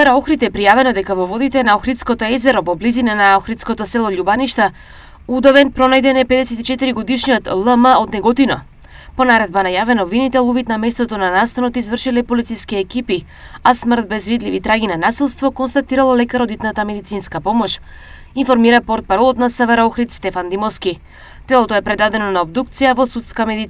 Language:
Macedonian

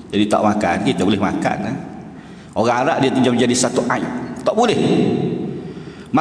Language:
Malay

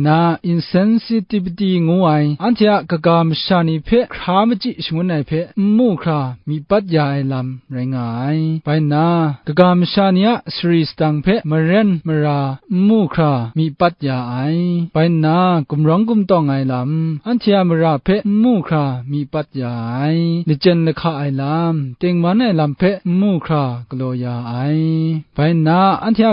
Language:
Kachin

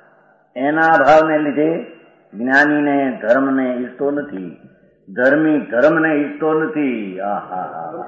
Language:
Gujarati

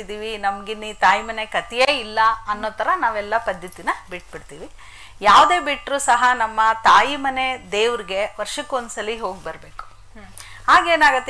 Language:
Kannada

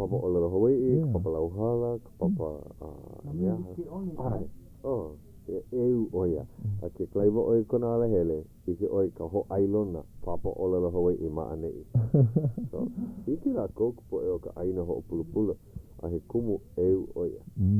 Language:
Hawaiian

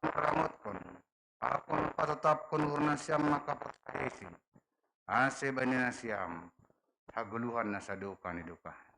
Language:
Batak Simalungun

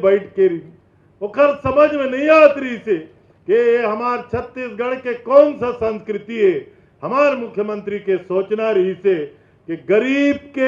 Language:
Chhattisgarhi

